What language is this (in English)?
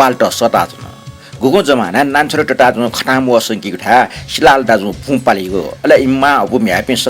Newari